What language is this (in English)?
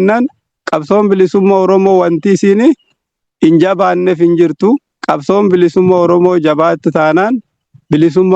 Oromo